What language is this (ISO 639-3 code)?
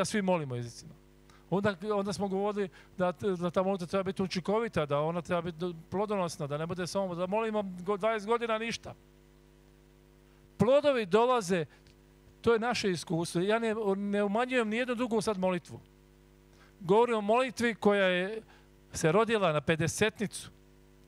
hrv